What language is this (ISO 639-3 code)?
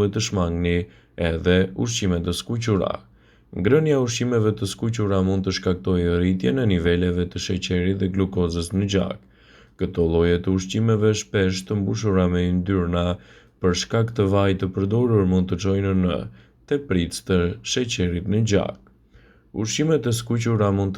sqi